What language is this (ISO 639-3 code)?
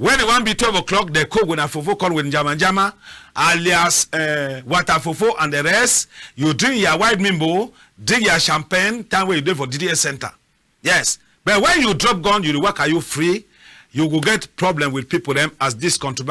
wes